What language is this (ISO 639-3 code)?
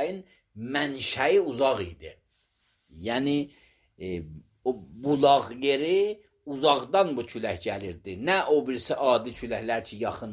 aze